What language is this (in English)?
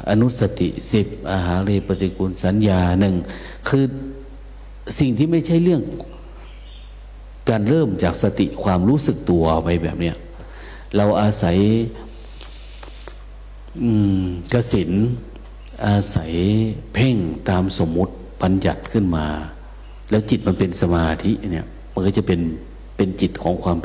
Thai